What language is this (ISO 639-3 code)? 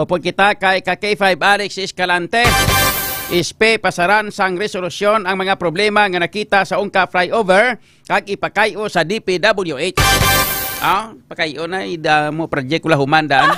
hil